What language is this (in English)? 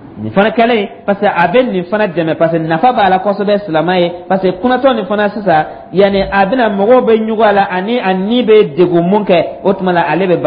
Dyula